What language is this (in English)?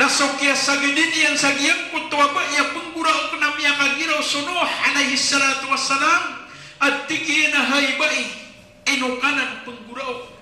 Maranao